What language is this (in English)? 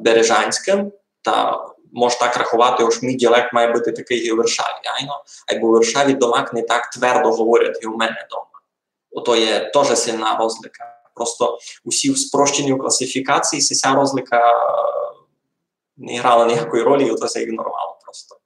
Rusyn